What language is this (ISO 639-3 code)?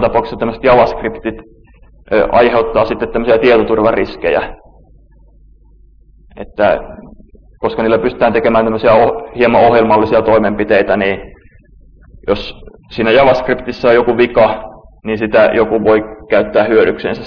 fin